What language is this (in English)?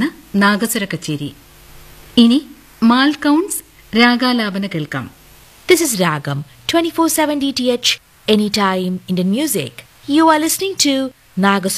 Malayalam